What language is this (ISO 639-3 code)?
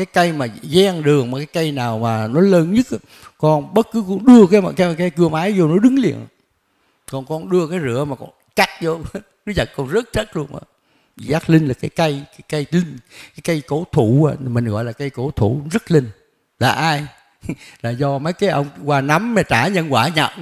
vie